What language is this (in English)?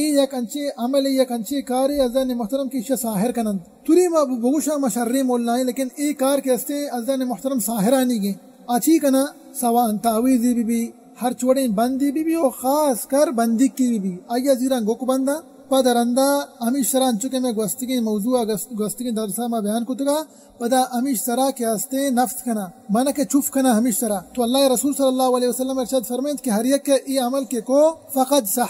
Baluchi